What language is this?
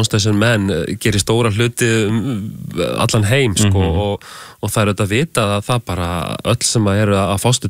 Icelandic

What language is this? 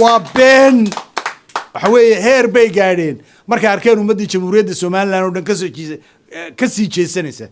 Somali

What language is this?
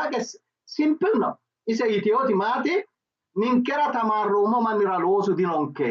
Sidamo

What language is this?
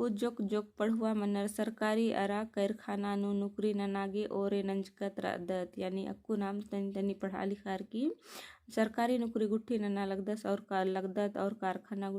Kurukh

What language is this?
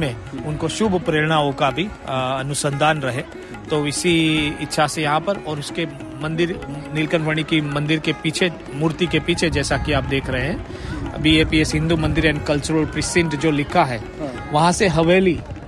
Hindi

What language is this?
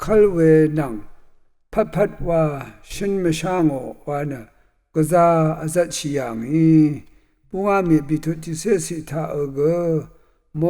Rawang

